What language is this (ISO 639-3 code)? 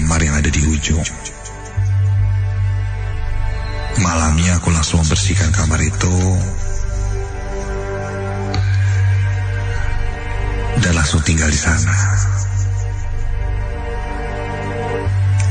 ind